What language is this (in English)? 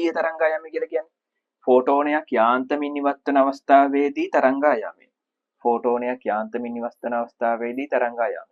Sinhala